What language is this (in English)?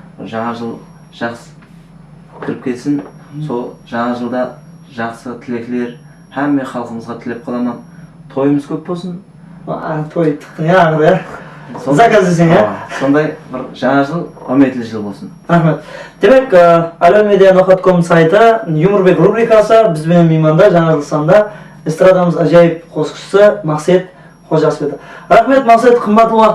Kara-Kalpak